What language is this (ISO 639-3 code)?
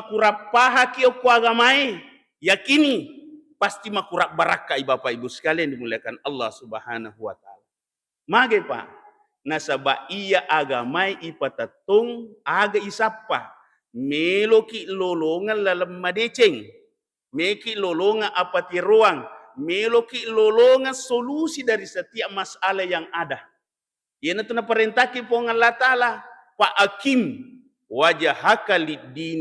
bug